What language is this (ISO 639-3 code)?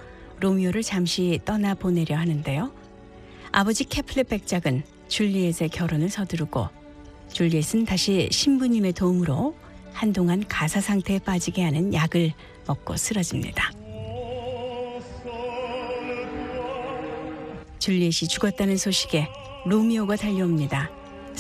kor